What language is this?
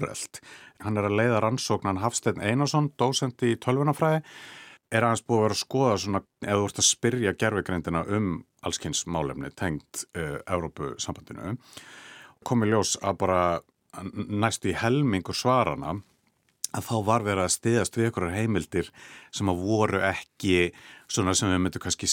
Icelandic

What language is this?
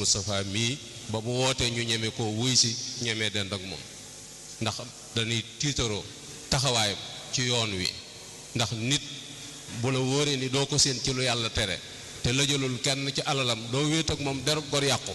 Wolof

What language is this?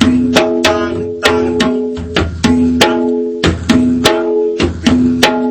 Santali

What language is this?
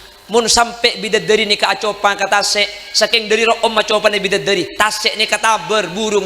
Madurese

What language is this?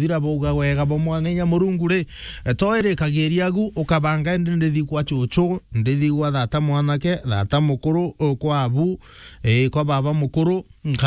Meru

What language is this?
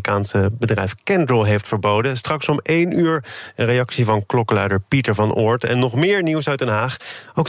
Dutch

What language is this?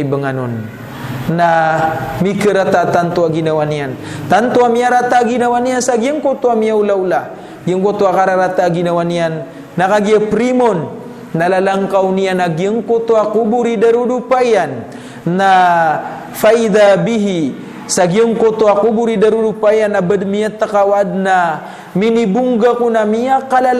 Maranao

